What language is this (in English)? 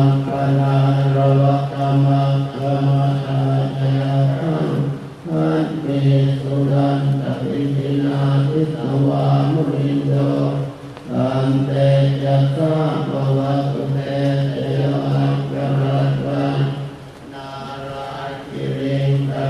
Pali